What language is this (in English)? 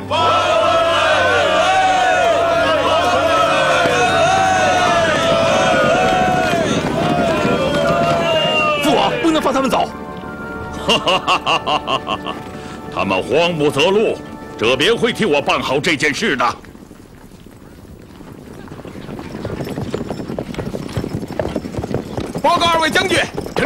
Chinese